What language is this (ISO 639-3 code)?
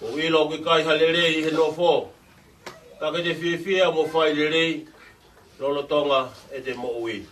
ton